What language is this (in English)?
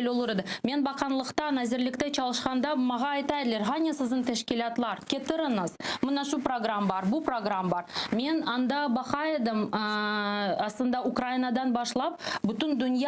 Crimean Tatar